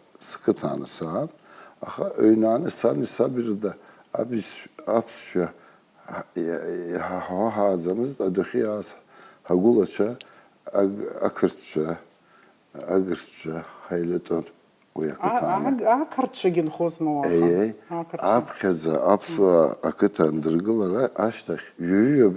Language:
Abkhazian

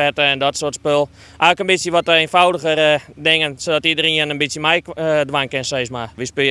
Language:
Western Frisian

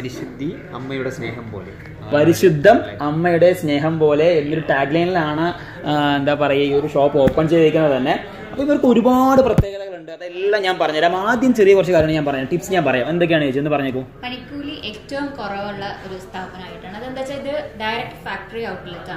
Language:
Malayalam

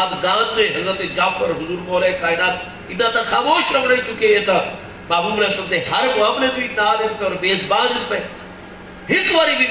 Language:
Saraiki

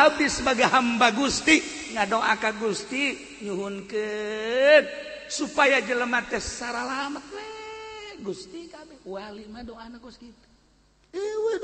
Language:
Sundanese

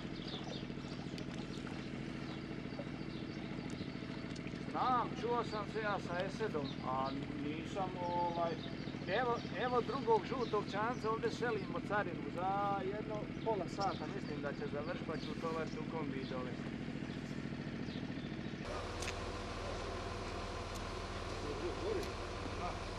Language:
Bosnian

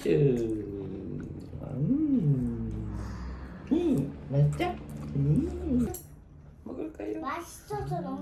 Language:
Korean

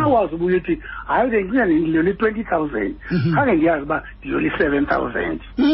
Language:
Xhosa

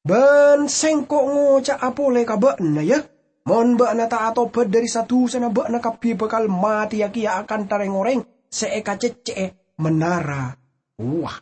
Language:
Madurese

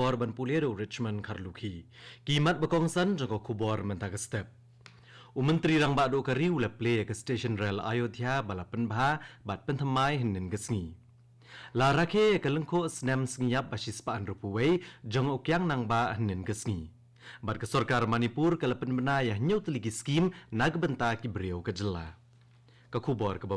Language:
Khasi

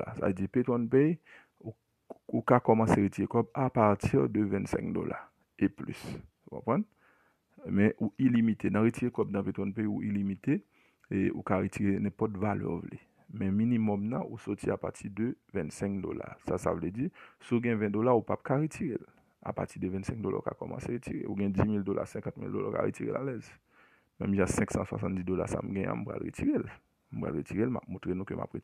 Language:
Haitian Creole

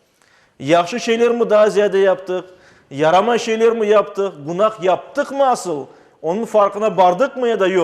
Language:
Crimean Tatar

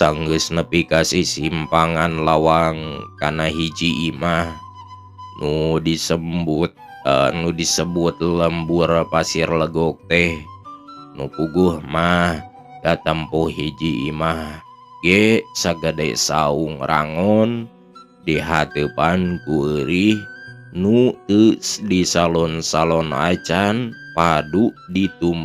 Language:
Sundanese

